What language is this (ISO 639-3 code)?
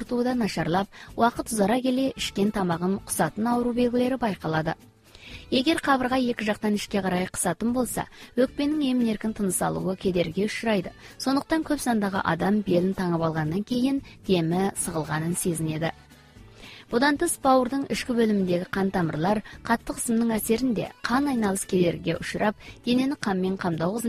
kaz